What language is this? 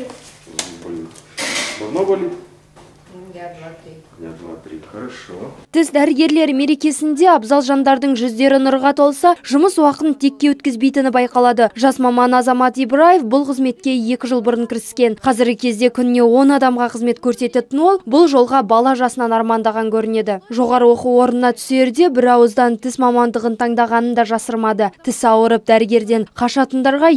Kazakh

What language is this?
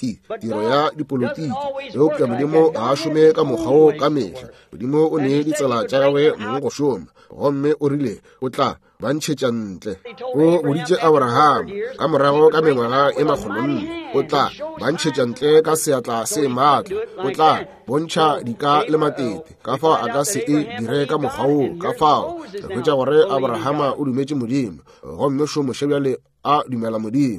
Northern Sotho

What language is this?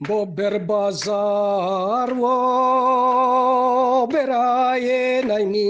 Riang (India)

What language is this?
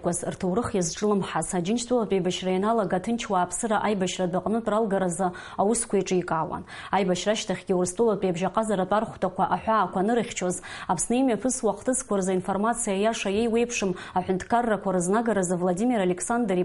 Abkhazian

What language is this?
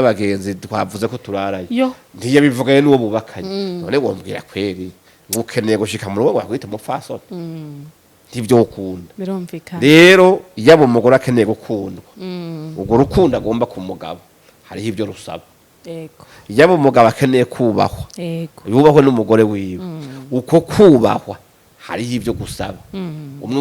Rundi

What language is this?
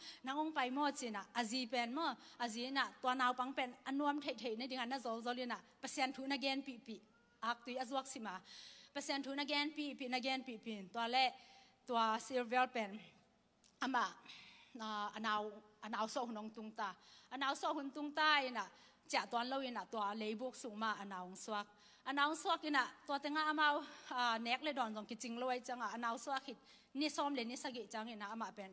Tedim Chin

